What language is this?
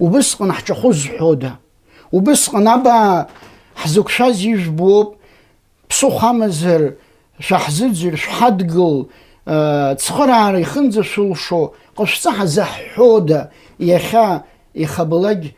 Abkhazian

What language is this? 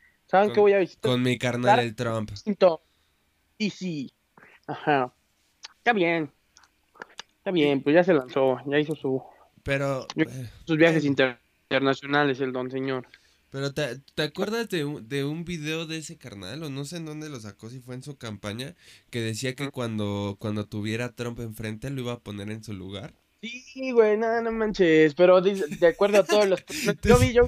Spanish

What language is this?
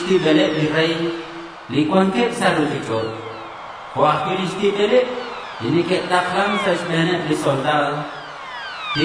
Kekchí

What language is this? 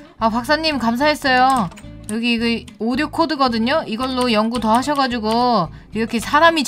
Korean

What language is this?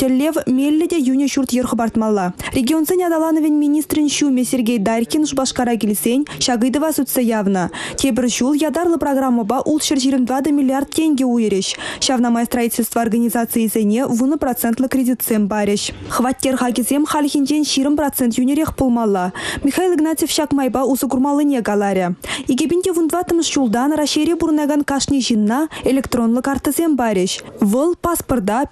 Chuvash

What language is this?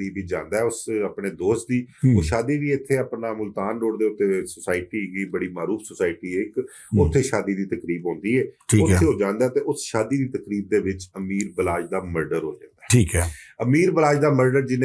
Western Panjabi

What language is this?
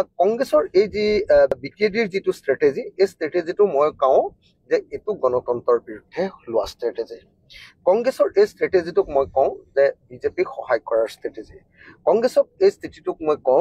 Assamese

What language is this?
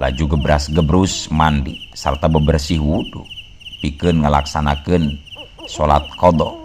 Sundanese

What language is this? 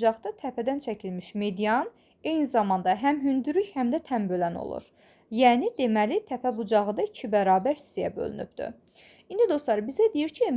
Azerbaijani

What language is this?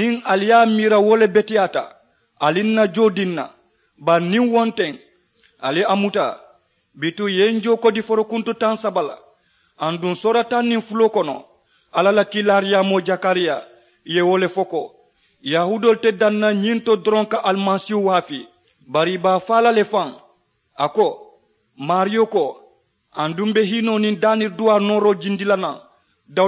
Mandingo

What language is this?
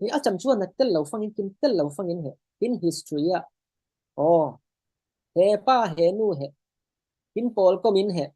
Falam Chin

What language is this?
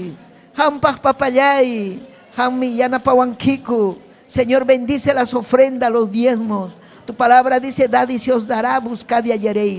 Ayacucho Quechua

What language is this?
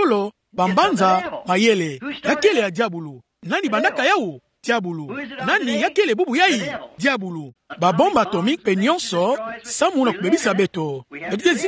Kituba (Democratic Republic of Congo)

